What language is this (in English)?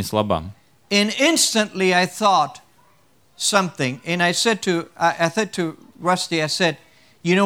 Latvian